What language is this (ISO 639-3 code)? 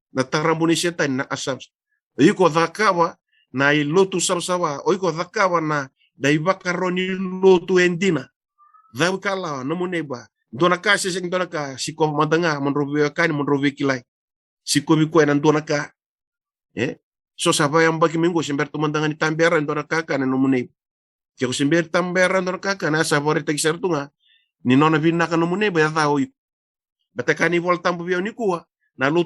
fij